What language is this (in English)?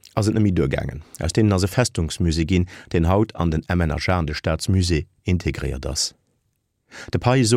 Luxembourgish